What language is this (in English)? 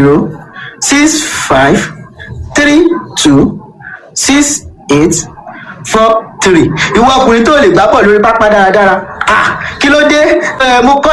Yoruba